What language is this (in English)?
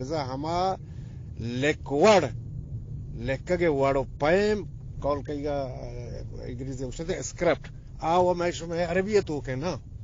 Eastern Balochi